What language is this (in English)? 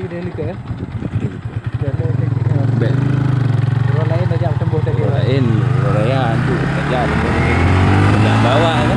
Achinese